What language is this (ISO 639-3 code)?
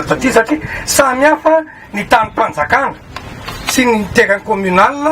mlg